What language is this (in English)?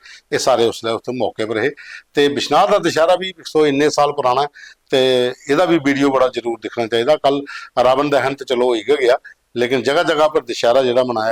Dogri